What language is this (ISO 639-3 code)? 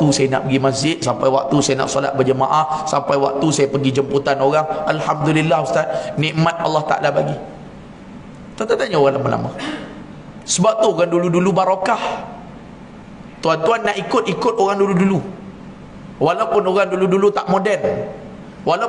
msa